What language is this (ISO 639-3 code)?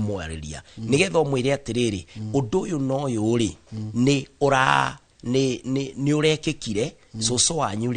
kik